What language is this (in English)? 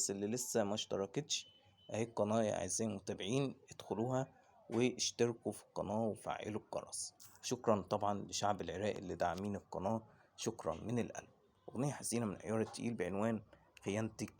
Egyptian Arabic